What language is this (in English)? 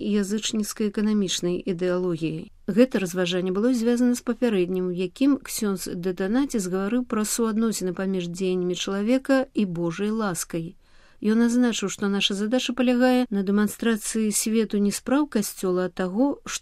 Belarusian